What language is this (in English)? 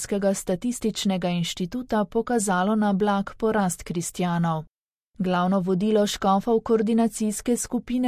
Slovenian